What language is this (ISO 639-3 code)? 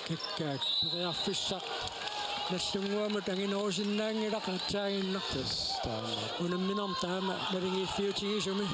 kal